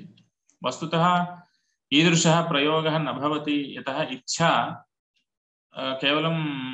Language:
Sanskrit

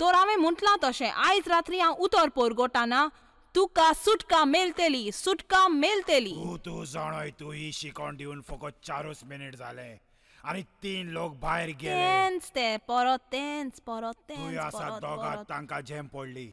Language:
Konkani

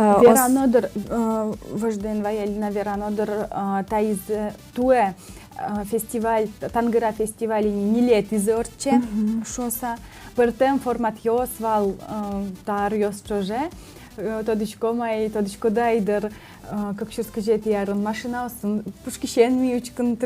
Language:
Udmurt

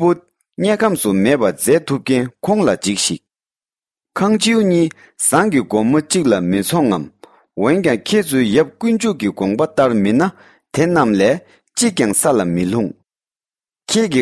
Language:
Tibetan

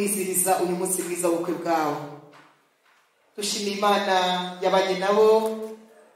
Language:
Kinyarwanda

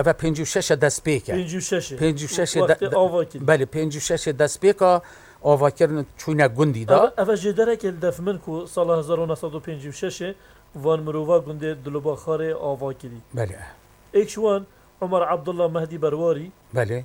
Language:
Kurdish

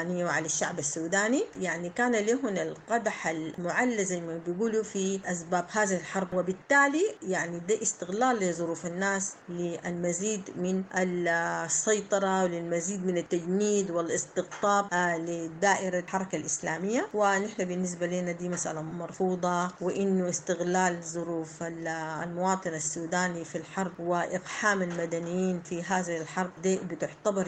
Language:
Sudanese Arabic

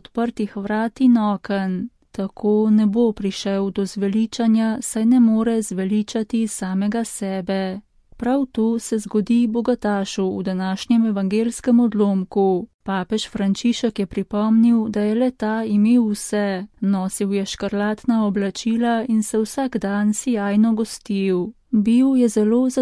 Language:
Slovenian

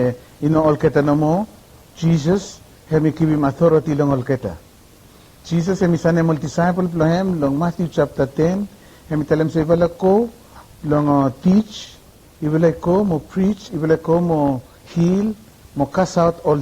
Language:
Bislama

